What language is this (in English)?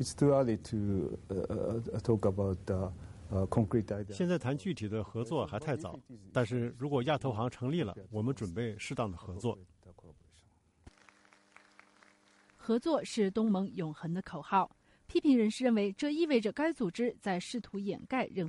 Chinese